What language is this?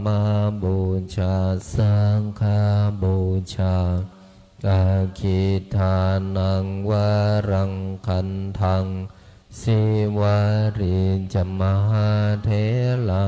Pali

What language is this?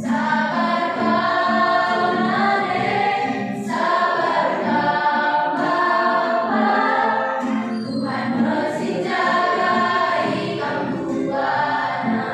Batak Karo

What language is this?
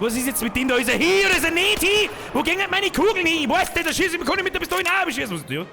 Bavarian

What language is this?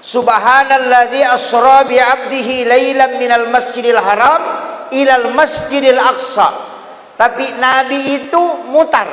Buginese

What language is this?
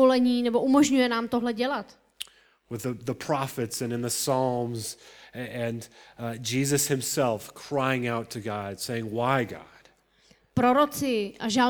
Czech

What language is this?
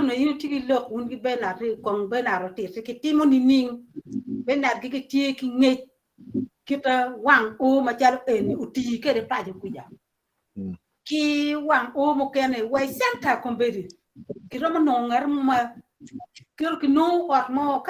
Acoli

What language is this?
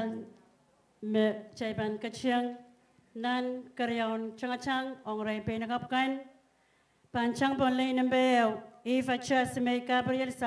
Pohnpeian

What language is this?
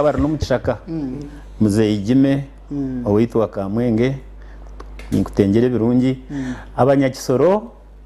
Nyankole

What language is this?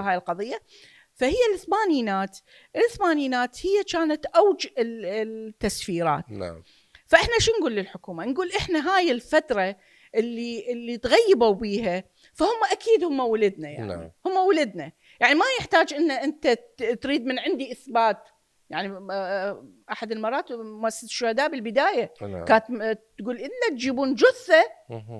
Mesopotamian Arabic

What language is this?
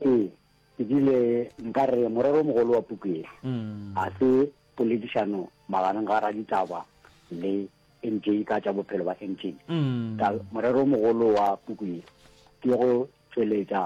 Northern Sotho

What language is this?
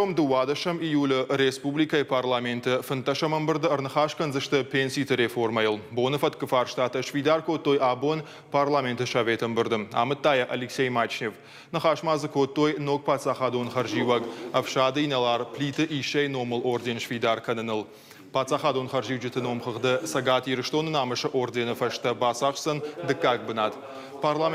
Ossetic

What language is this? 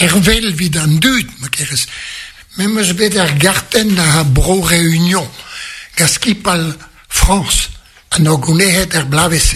Breton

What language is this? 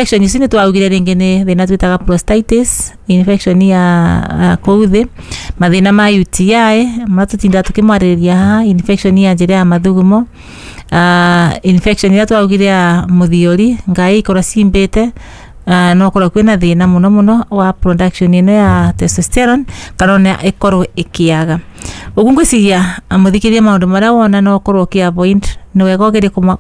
Kikuyu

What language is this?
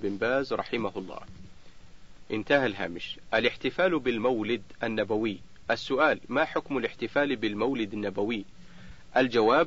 Arabic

